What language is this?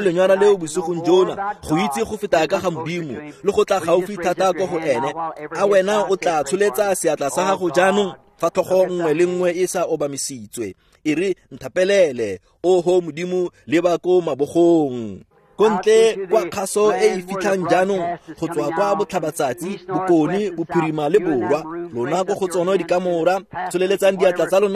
Tswana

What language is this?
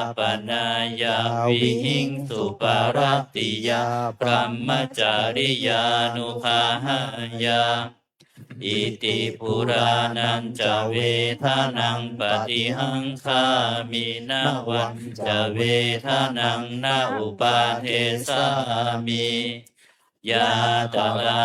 Pali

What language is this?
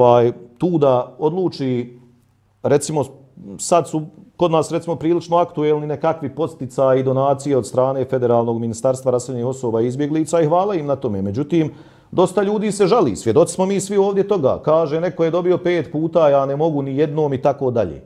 Bosnian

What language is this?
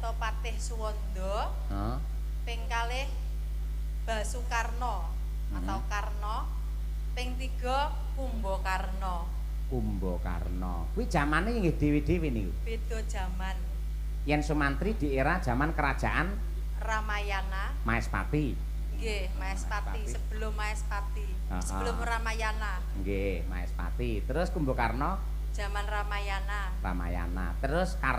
Javanese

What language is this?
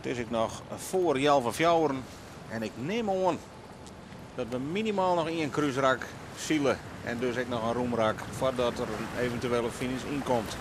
Western Frisian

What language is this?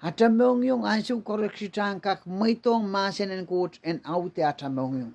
Pohnpeian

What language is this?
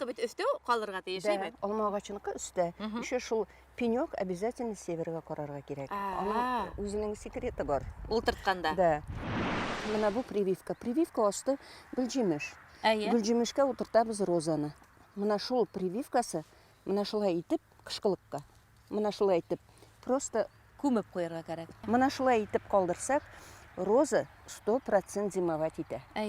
Bashkir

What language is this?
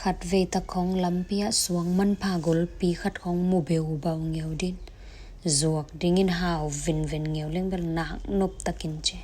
Tedim Chin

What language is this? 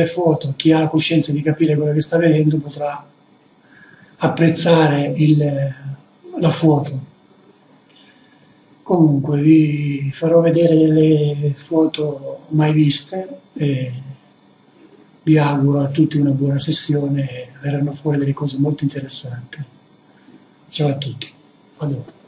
Italian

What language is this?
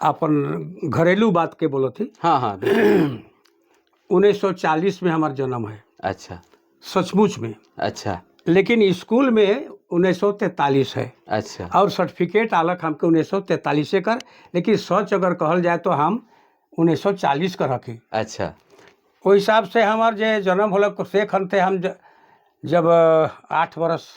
Sadri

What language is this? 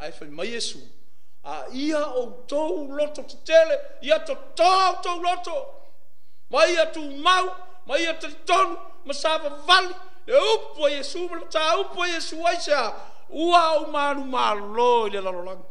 Samoan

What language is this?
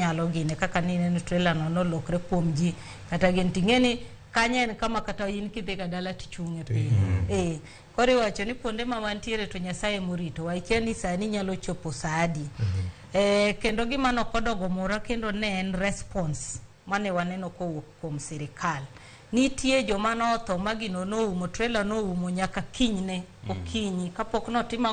Luo (Kenya and Tanzania)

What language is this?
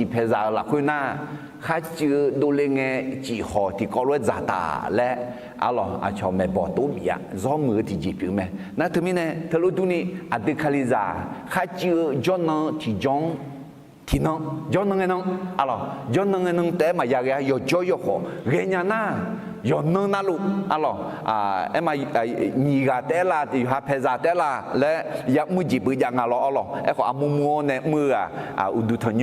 Akha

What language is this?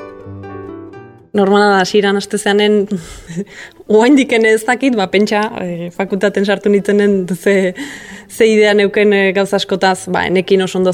Basque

